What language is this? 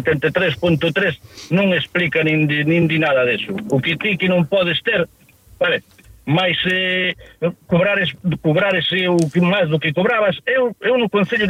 Galician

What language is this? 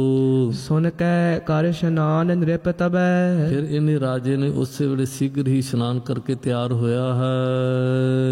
Punjabi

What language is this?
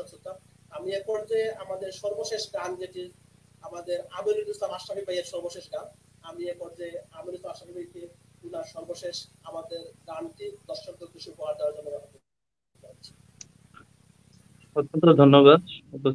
Bangla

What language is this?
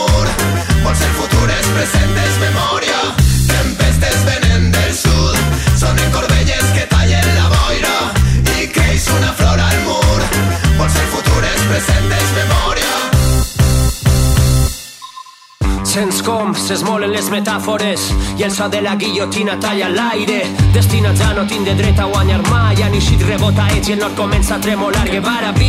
Catalan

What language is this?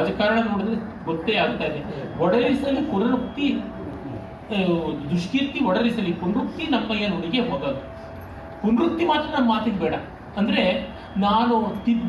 Kannada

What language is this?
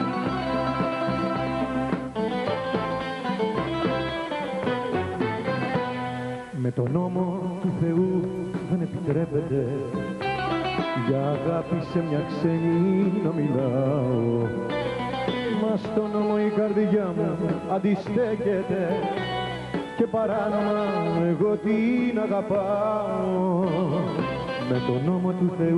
Greek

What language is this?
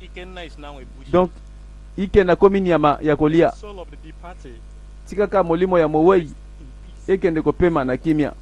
Lingala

